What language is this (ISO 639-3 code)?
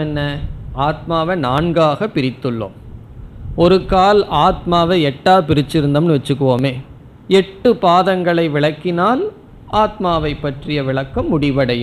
tam